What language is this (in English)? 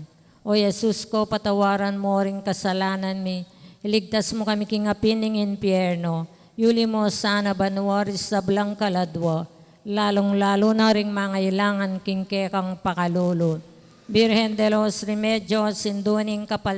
Pampanga